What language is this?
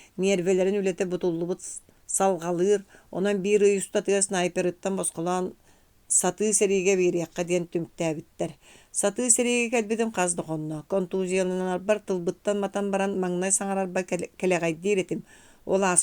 Yakut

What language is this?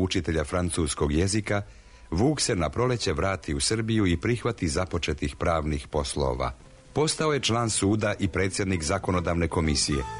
Serbian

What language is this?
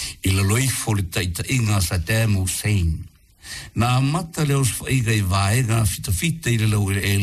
Samoan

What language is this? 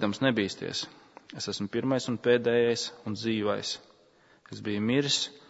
Latvian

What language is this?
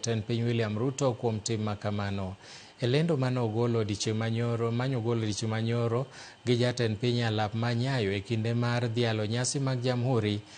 Luo (Kenya and Tanzania)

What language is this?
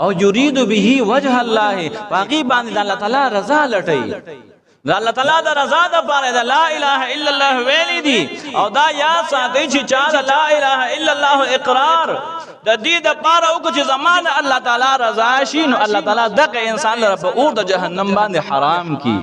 Pashto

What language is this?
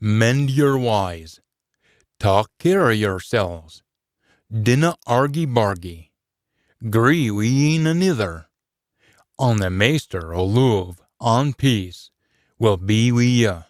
Scots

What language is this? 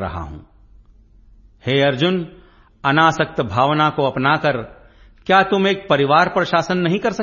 Hindi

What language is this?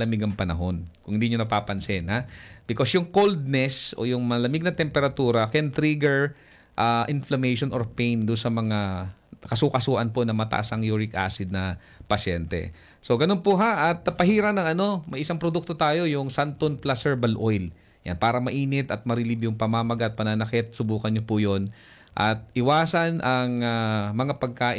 Filipino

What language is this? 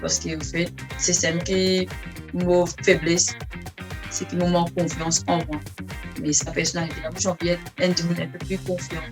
Morisyen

